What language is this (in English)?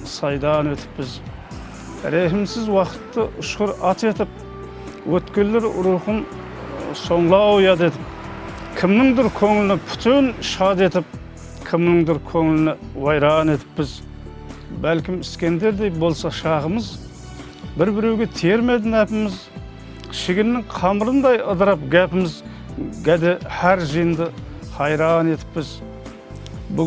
Kara-Kalpak